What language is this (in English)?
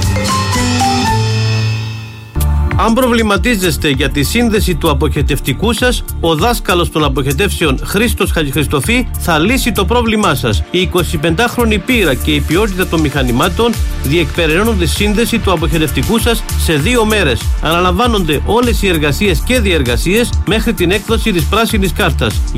Greek